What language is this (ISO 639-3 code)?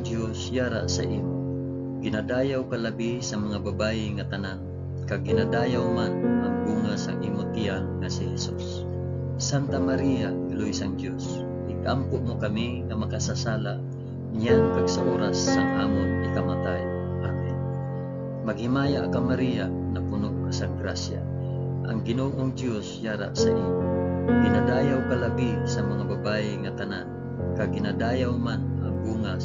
hil